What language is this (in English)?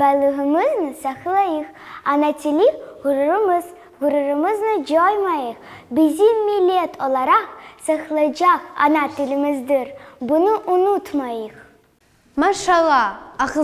Crimean Tatar